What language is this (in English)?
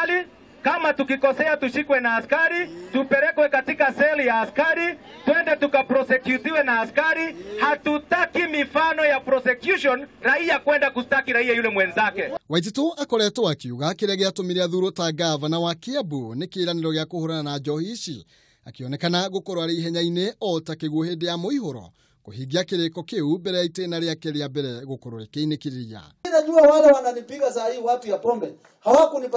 Kikuyu